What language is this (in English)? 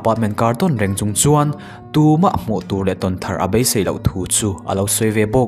Mizo